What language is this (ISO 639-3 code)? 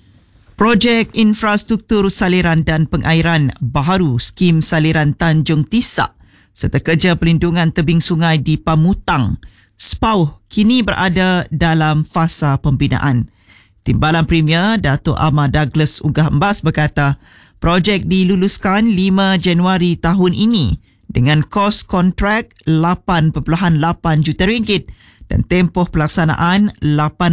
msa